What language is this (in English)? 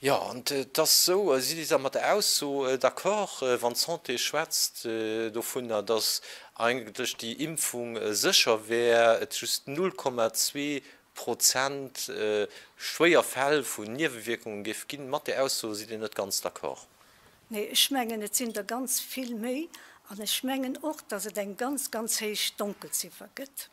Luxembourgish